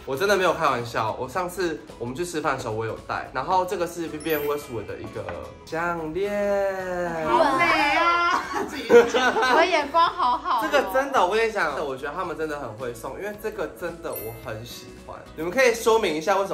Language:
Chinese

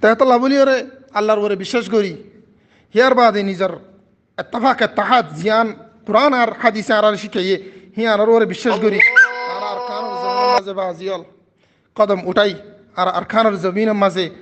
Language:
Rohingya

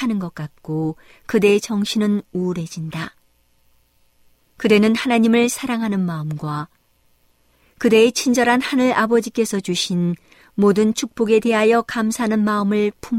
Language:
Korean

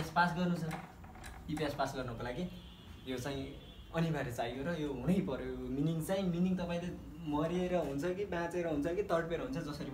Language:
Nepali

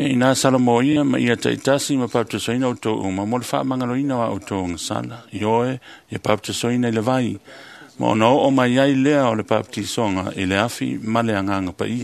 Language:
Samoan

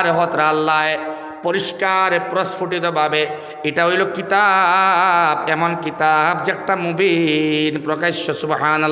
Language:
Sylheti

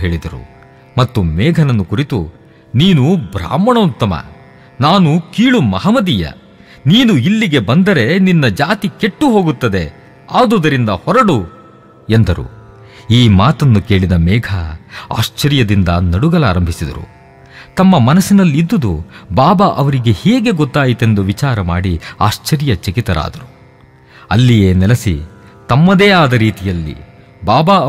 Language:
Kannada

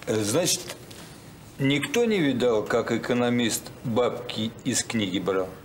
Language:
Russian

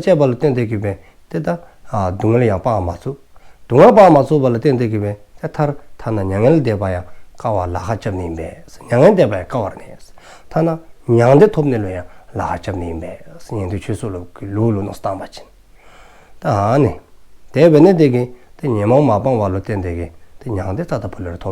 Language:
Dzongkha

